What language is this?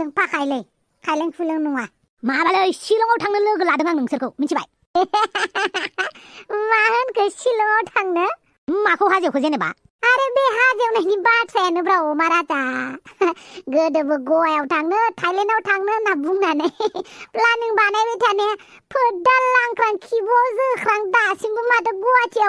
Bodo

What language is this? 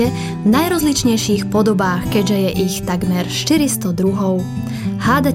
Slovak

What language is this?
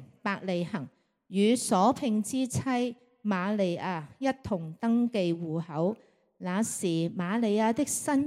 Cantonese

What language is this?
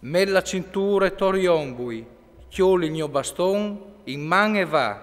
Friulian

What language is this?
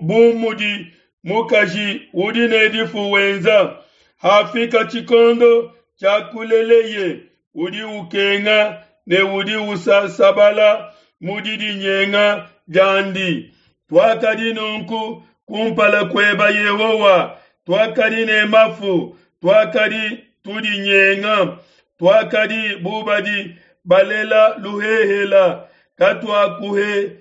Luba-Lulua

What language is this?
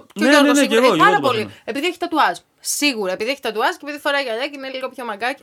Greek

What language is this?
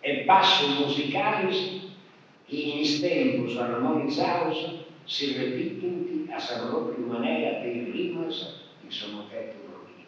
Sardinian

